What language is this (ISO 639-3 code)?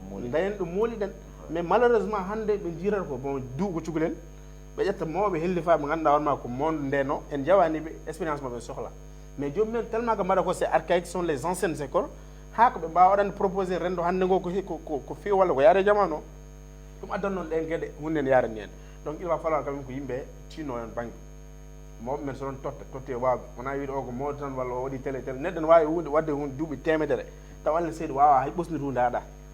ful